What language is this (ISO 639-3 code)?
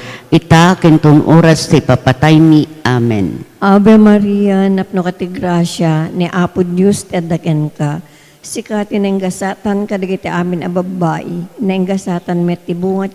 ilo